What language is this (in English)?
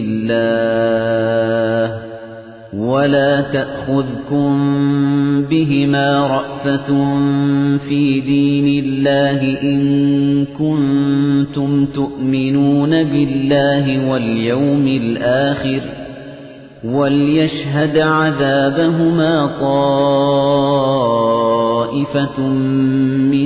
Arabic